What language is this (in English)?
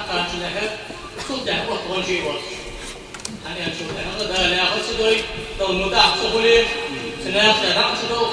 Ingush